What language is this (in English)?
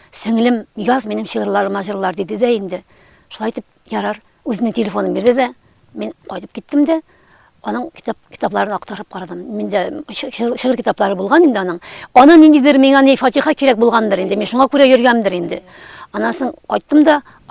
Tatar